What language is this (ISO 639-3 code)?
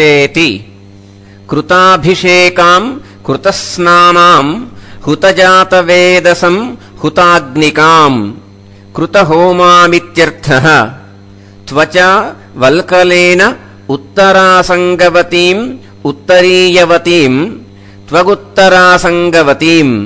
san